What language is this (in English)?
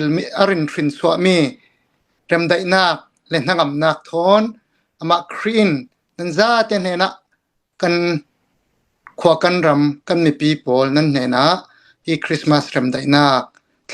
Hakha Chin